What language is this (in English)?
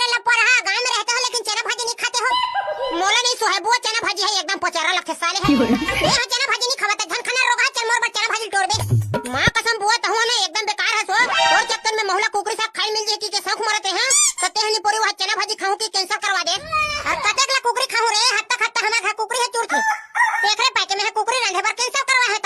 Chhattisgarhi